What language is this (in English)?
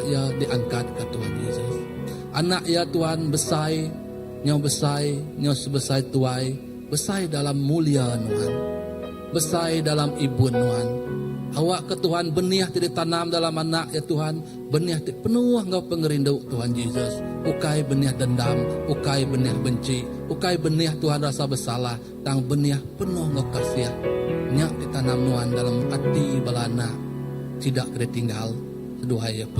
Iban